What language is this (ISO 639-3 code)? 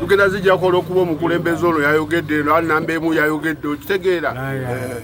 lug